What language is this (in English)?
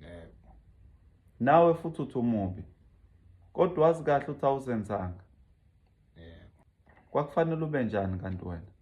Zulu